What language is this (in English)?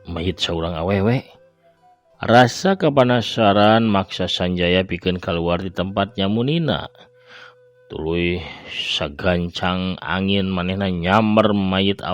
Sundanese